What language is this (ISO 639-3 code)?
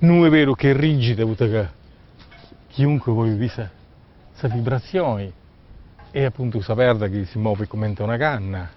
srd